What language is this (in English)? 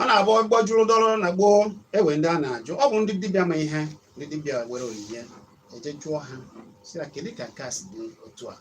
Igbo